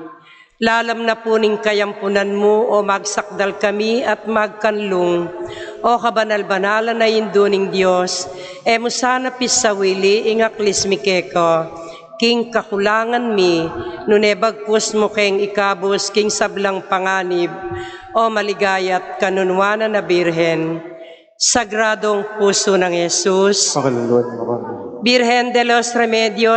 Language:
Pampanga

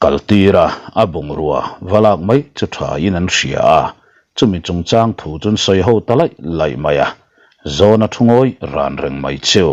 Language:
Mizo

